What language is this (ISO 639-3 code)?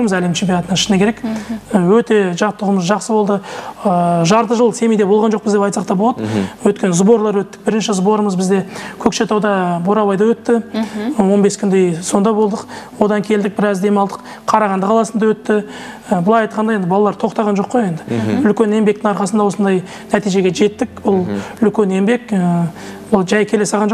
kaz